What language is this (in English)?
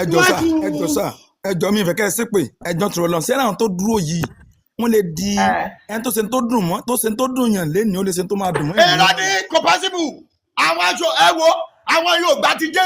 Yoruba